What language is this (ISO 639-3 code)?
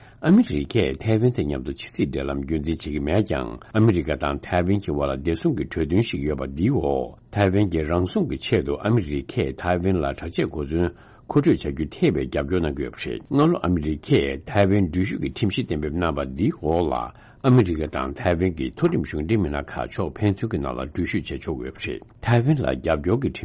bod